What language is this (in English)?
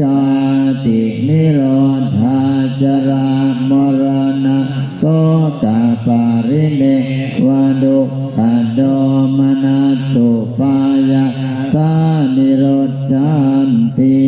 Pali